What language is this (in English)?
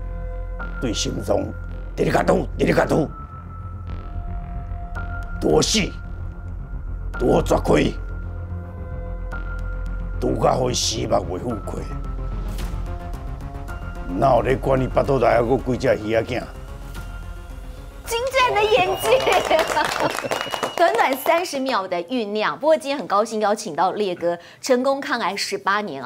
Chinese